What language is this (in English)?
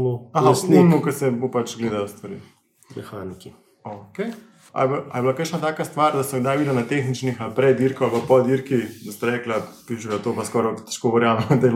Slovenian